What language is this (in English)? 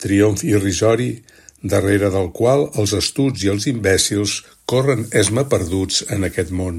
Catalan